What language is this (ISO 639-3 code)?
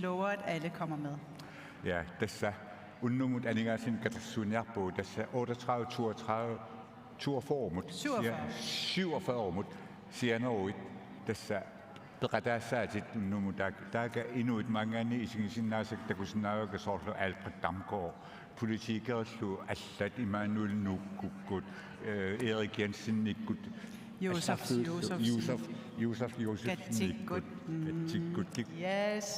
kal